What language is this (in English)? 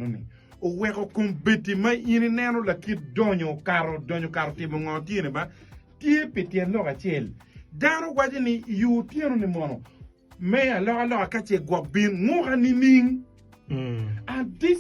Acoli